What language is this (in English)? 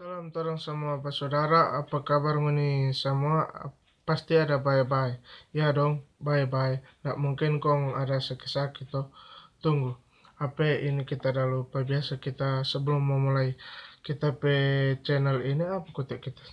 Manado Malay